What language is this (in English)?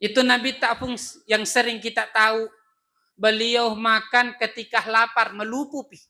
Buginese